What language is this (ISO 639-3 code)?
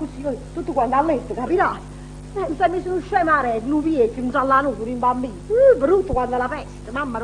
nap